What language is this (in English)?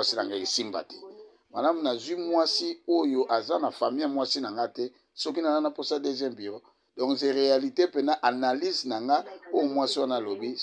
Lingala